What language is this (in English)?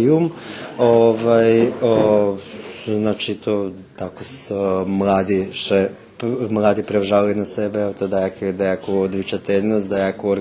Rusyn